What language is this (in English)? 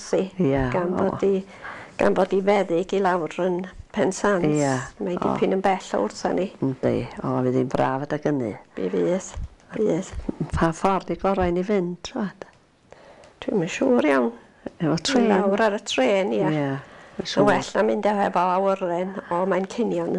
Welsh